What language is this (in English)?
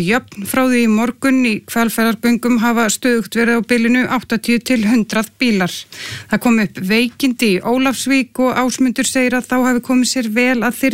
Icelandic